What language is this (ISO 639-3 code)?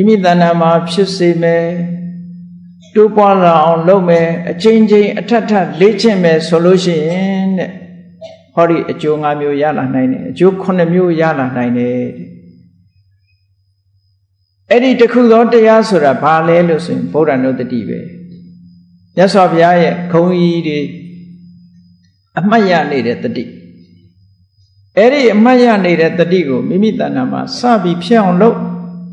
mya